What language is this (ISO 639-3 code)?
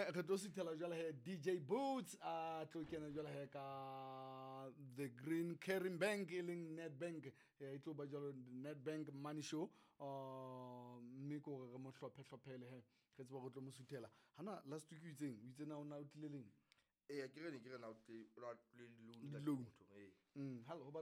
sot